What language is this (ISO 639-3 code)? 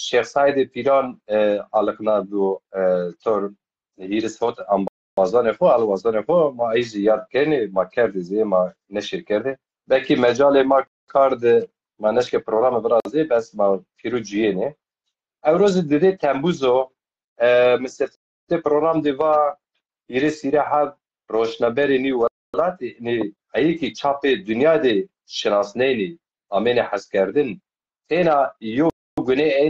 zza